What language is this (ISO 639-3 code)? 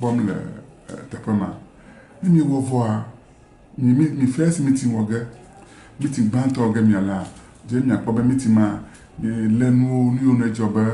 ewe